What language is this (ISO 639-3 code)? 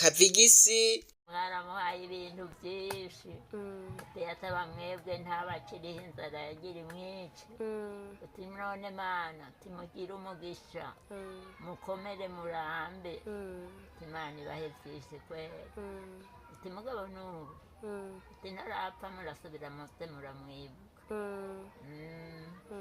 run